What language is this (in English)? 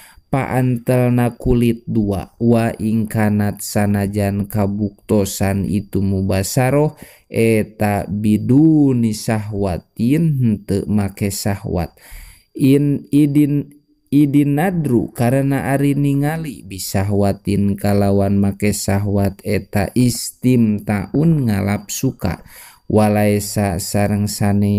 Sundanese